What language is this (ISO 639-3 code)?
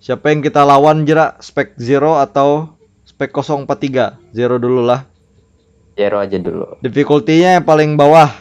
bjn